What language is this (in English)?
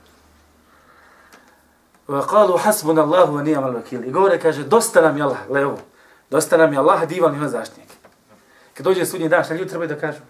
Bosnian